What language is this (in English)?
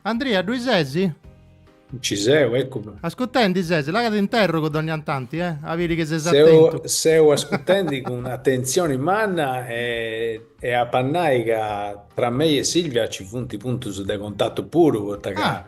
Sardinian